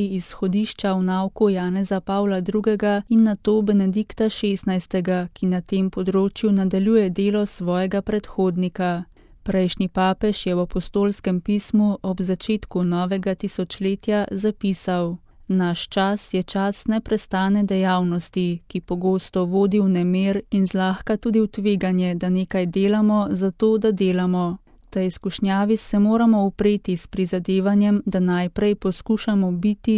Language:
Slovenian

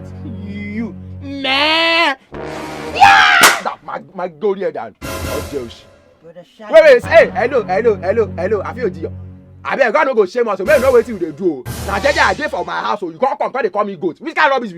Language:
Nigerian Pidgin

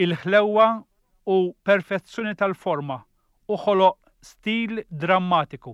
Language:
Maltese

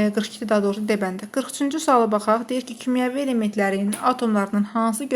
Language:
Azerbaijani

